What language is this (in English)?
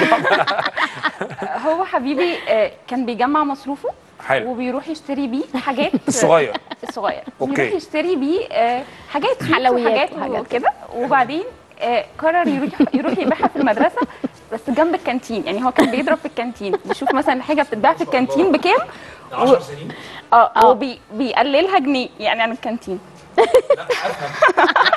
Egyptian Arabic